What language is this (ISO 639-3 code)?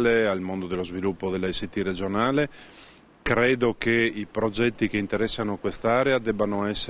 ita